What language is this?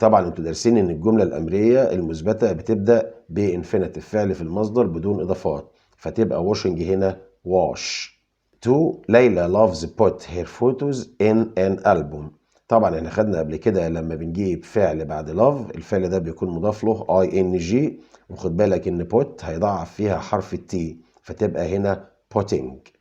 Egyptian Arabic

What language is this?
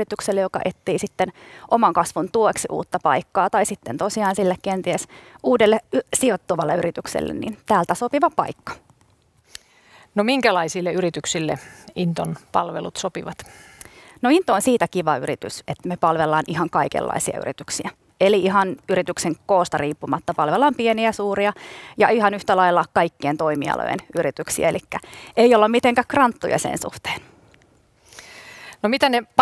Finnish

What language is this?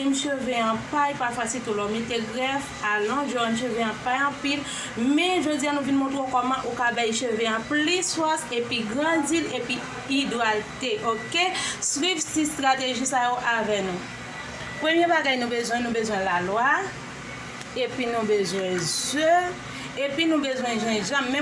Haitian Creole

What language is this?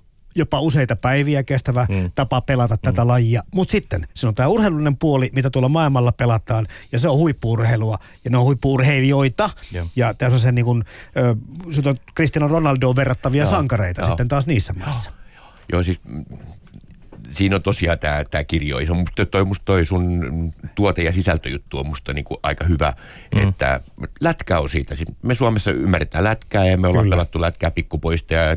Finnish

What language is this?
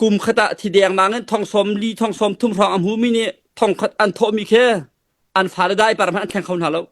Hakha Chin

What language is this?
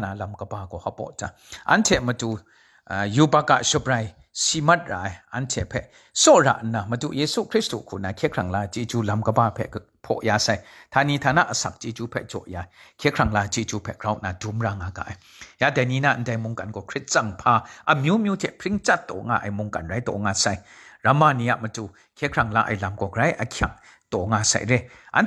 Kachin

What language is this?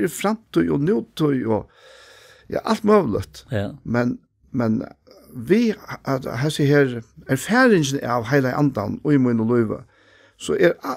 Faroese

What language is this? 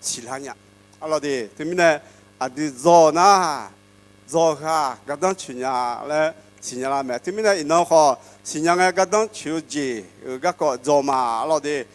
Akha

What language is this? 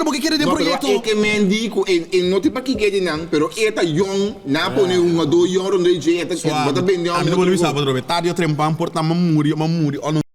Papiamento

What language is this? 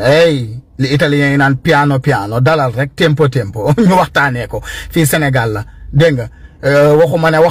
Wolof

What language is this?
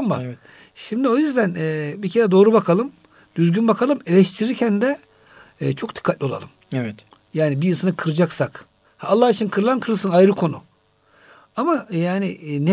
Turkish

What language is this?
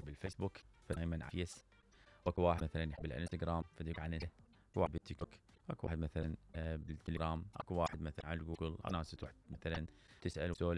Mesopotamian Arabic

